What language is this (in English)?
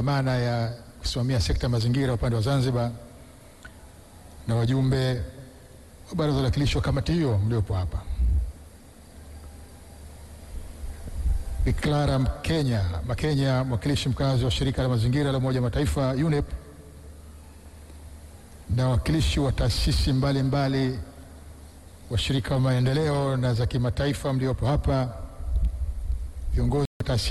Swahili